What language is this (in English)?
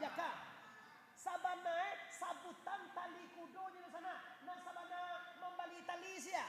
Minangkabau